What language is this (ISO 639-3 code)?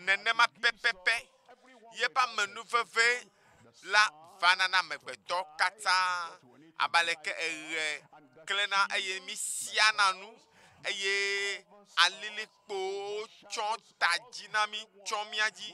ewe